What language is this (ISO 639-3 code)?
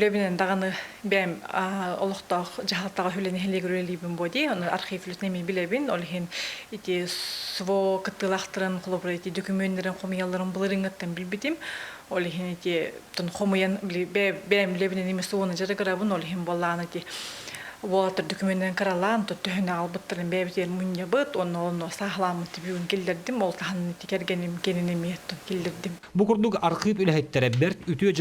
sah